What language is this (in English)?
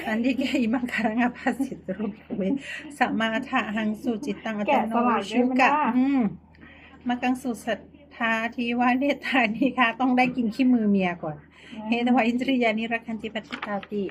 Pali